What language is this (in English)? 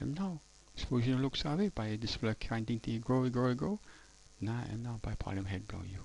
Tok Pisin